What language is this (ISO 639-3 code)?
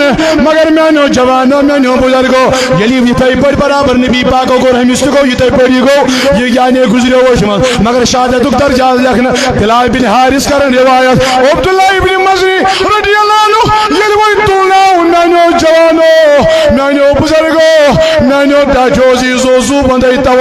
kas